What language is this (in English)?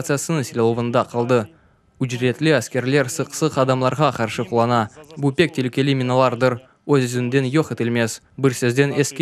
Crimean Tatar